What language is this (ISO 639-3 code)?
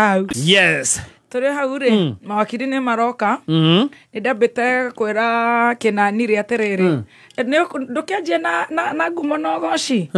kik